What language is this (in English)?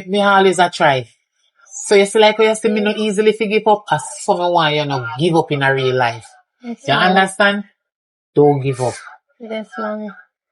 Jamaican Creole English